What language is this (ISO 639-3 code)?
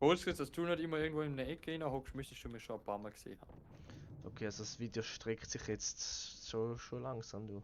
gsw